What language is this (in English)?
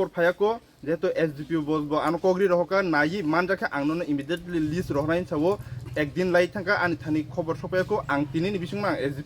Kok Borok